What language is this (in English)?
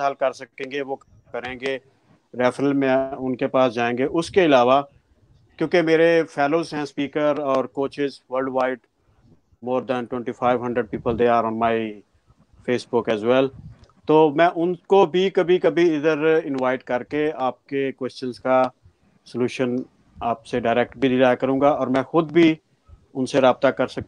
Urdu